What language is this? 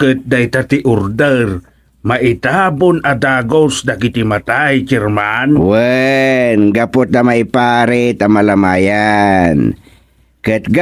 Iloko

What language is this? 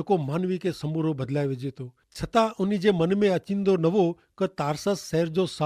Kachhi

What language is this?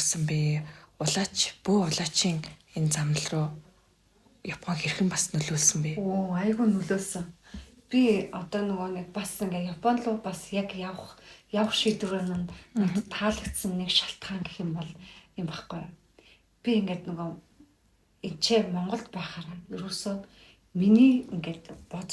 Mongolian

